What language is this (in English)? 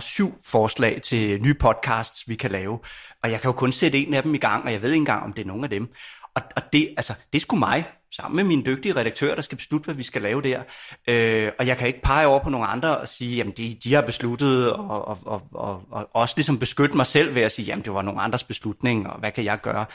Danish